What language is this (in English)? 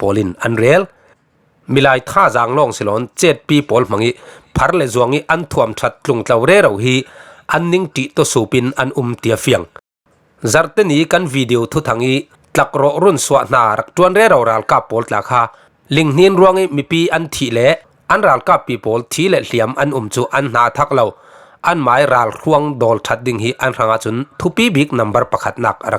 Falam Chin